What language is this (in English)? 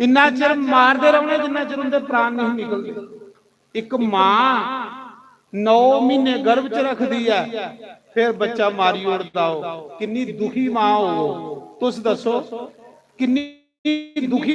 Dogri